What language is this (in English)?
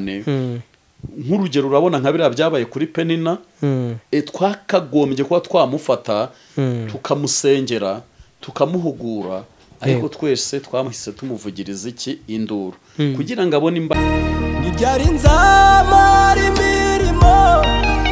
Kinyarwanda